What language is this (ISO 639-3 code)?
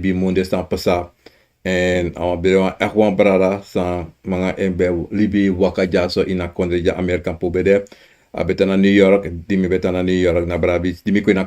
srn